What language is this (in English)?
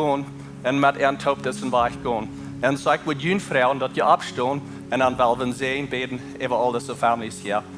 Plautdietsch